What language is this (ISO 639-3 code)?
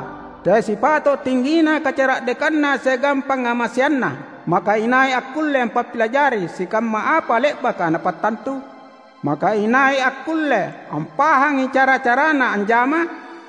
mak